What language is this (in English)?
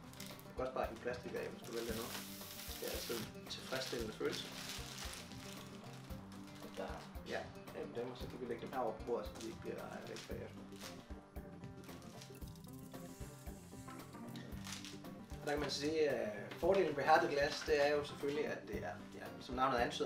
Danish